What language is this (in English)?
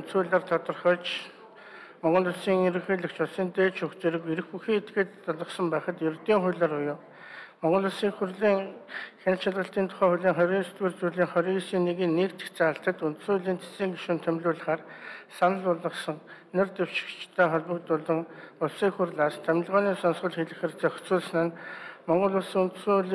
Mongolian